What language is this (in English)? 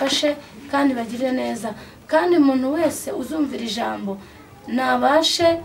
Kinyarwanda